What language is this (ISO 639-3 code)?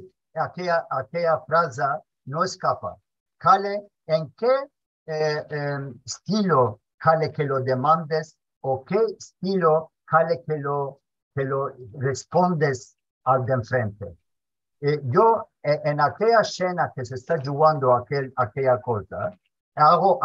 lad